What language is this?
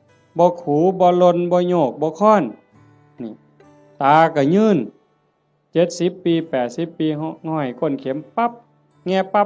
Northeastern Thai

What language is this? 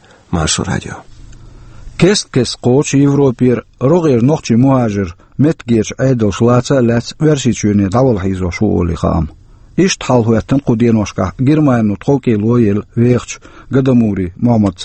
Chechen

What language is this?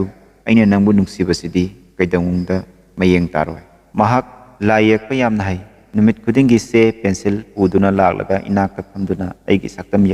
Manipuri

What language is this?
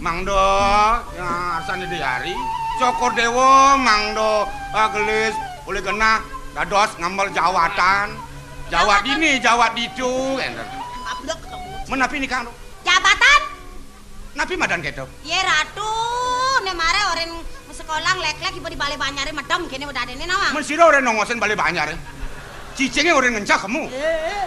Balinese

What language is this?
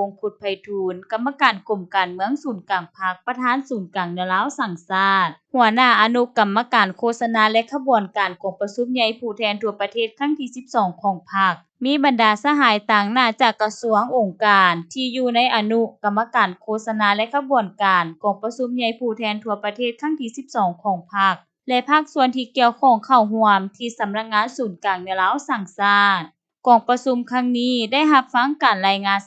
Lao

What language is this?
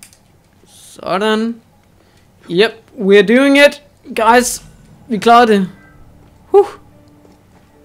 Danish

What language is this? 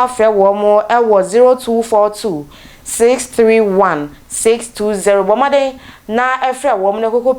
Akan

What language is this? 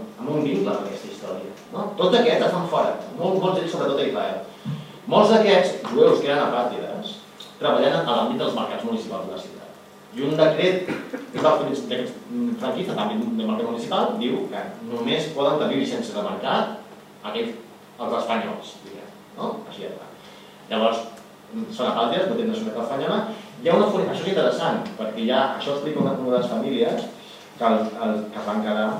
Catalan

